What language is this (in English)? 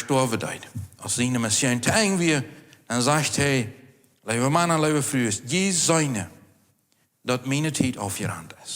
Plautdietsch